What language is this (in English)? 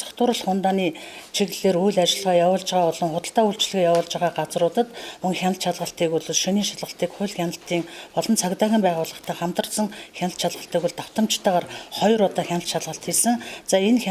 Mongolian